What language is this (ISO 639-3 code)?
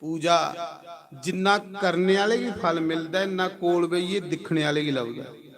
doi